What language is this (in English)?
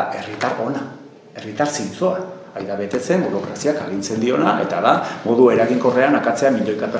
Basque